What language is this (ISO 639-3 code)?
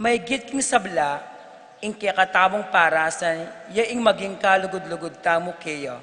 pam